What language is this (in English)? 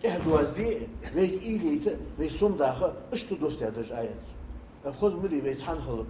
Ingush